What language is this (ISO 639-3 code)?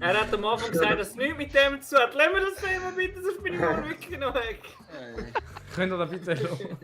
gsw